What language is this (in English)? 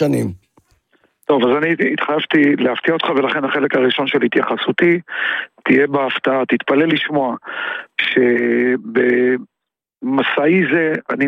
Hebrew